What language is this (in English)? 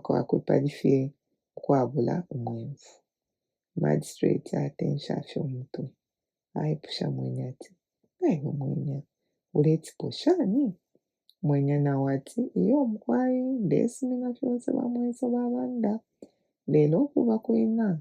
Bemba